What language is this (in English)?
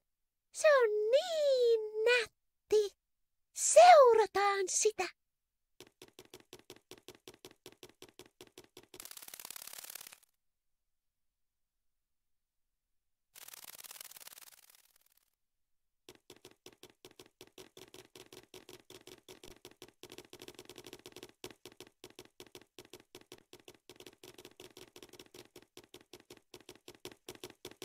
Finnish